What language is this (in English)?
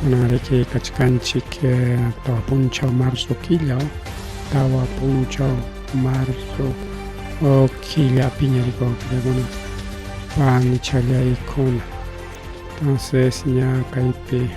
Ayacucho Quechua